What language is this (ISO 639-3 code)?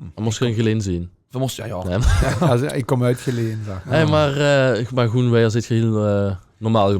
lim